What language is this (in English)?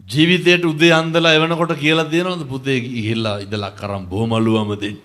Sinhala